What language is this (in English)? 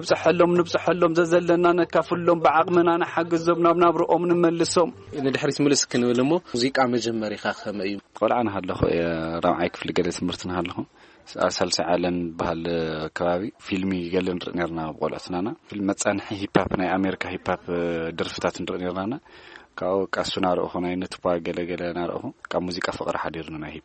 Tigrinya